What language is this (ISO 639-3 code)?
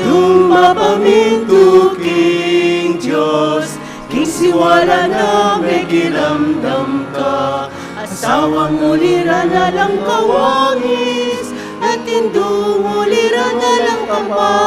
pam